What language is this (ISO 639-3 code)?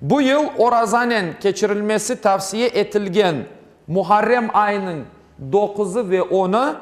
crh